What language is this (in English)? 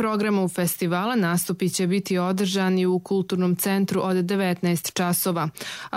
Croatian